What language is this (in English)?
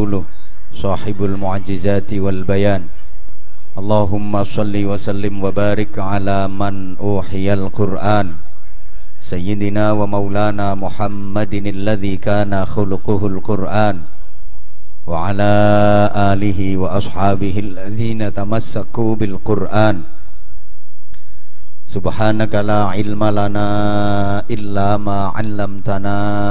Javanese